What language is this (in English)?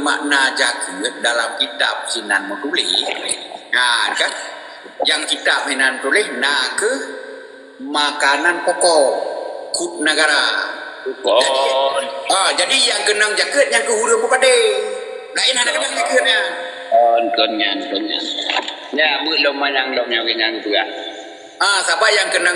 Achinese